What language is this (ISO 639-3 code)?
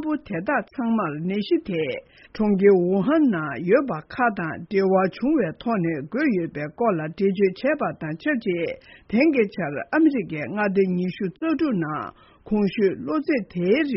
bod